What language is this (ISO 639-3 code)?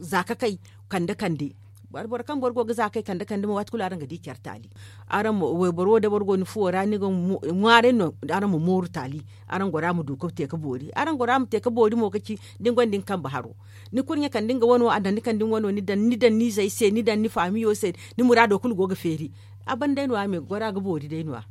dje